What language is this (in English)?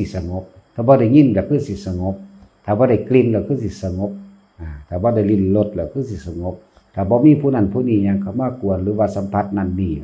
Northeastern Thai